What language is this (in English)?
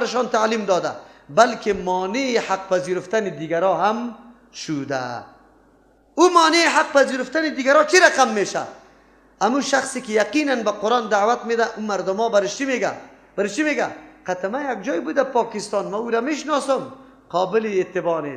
Persian